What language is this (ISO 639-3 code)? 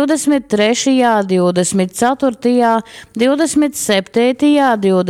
ltg